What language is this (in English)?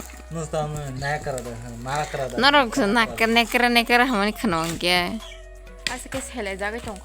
Kok Borok